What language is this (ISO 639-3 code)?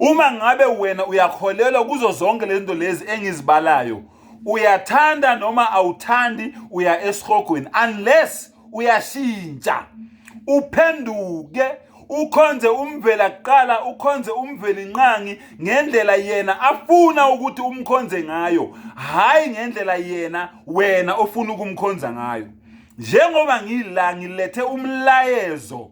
zul